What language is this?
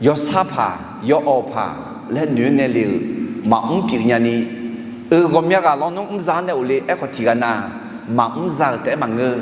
Akha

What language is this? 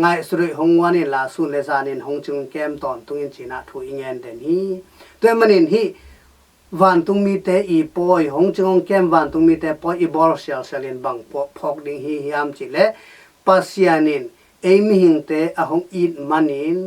Tedim Chin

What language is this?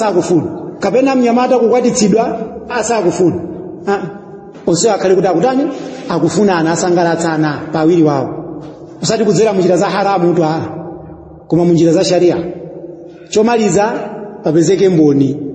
Nyanja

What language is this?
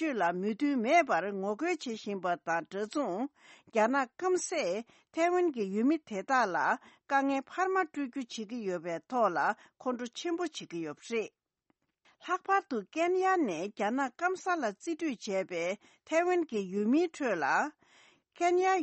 Tibetan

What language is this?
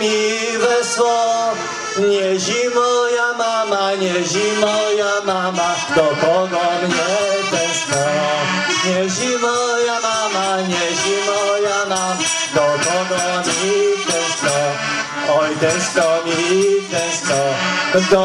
Polish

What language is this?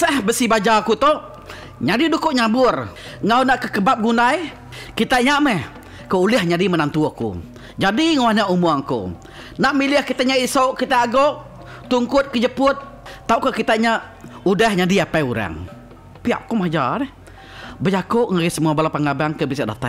Iban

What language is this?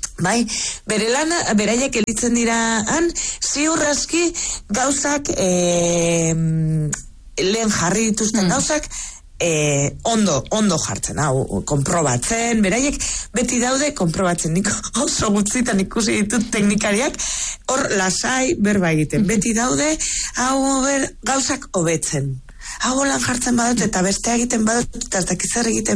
Basque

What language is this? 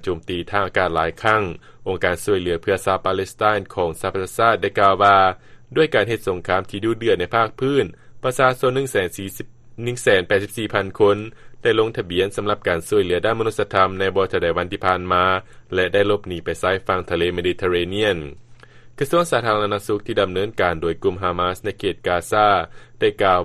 Lao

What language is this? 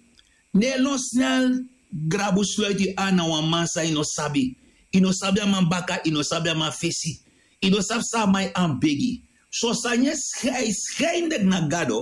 Sranan Tongo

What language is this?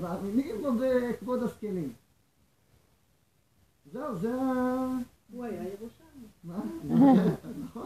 Hebrew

